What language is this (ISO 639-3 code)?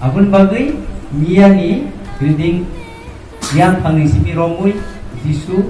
trp